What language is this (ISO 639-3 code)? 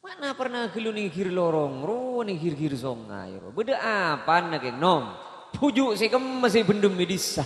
mad